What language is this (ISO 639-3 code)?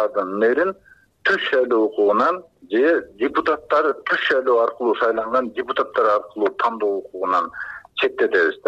kir